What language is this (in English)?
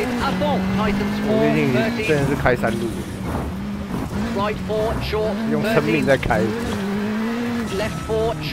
Chinese